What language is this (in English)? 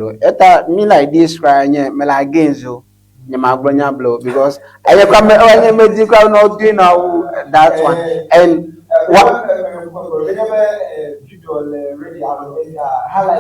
Ewe